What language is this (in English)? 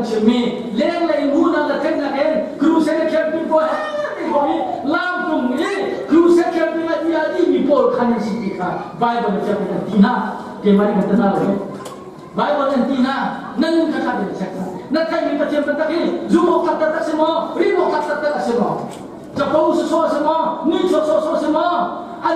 Hakha Chin